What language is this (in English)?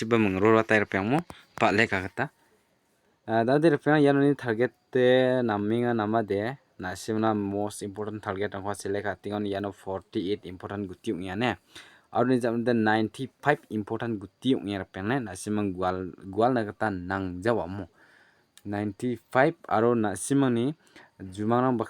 Garo